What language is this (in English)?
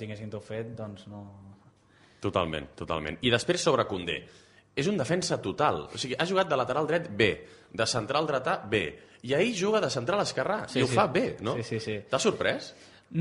Catalan